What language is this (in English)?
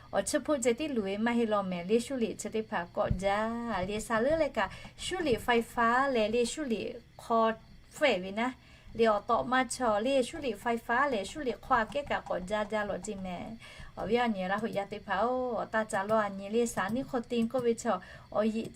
Lahu